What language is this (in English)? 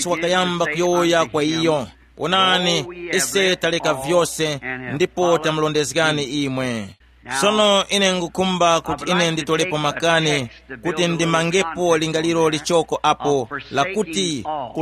Tumbuka